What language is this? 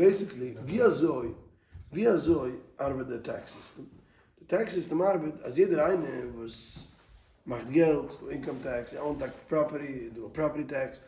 Yiddish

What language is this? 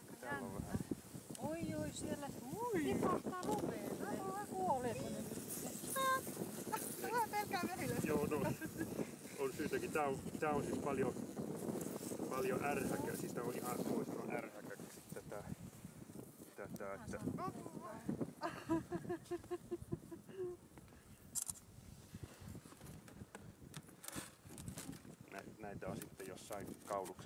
Finnish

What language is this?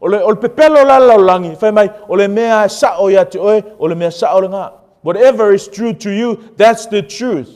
Samoan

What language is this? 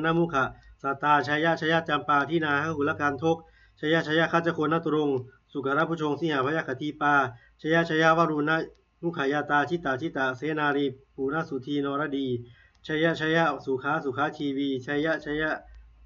Pali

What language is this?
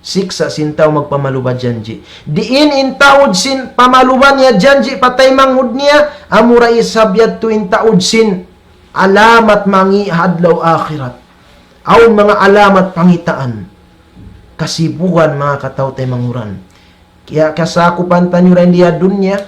Tausug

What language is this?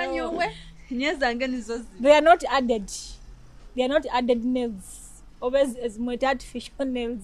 Nyoro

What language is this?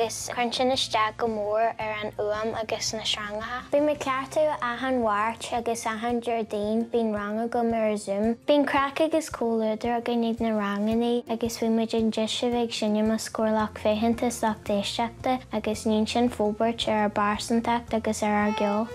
Irish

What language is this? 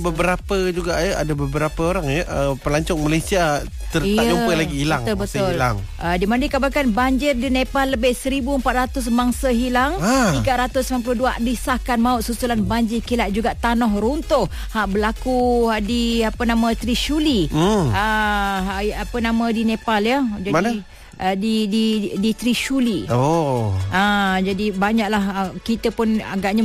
Malay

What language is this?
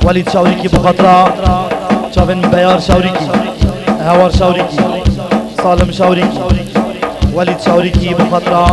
Kurdish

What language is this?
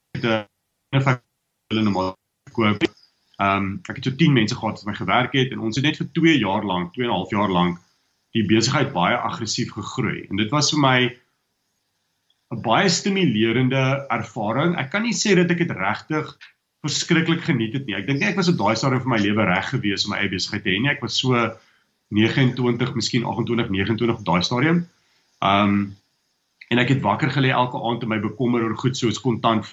Afrikaans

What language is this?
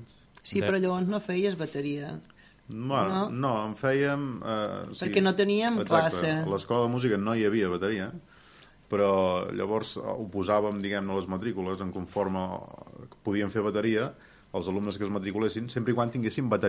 Catalan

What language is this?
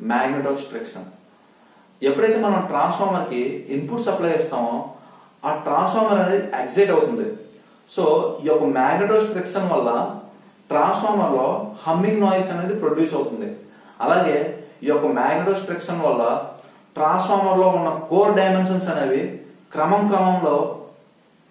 Telugu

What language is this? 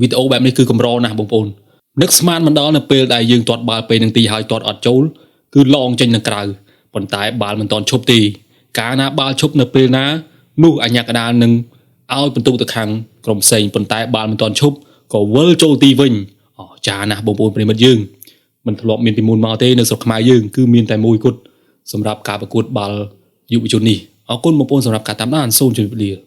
Khmer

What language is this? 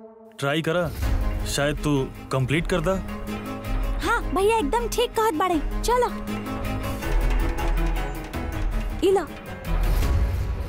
Bhojpuri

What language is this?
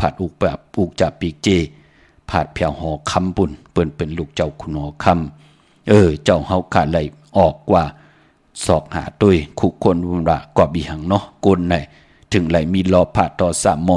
Shan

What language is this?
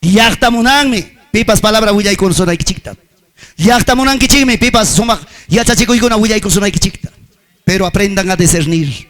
Ayacucho Quechua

